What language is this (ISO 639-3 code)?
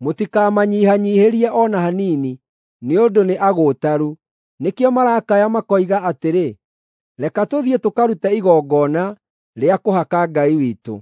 kik